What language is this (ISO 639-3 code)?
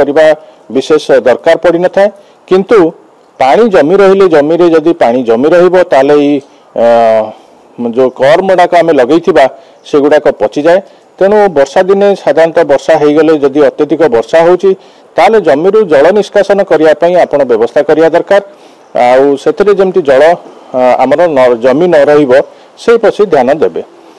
ori